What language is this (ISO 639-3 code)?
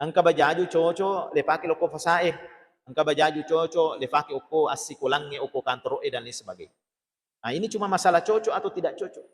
bug